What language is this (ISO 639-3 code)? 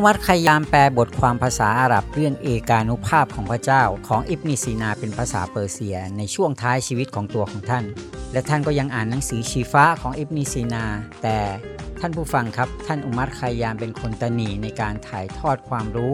tha